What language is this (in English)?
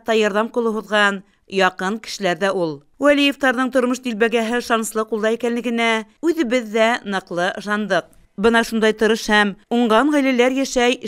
Bashkir